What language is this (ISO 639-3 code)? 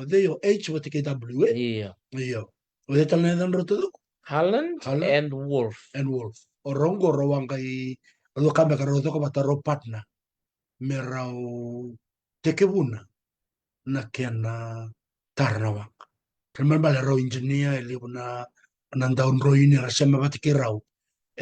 fij